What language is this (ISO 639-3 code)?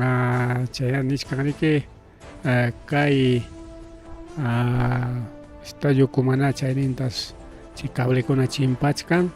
quy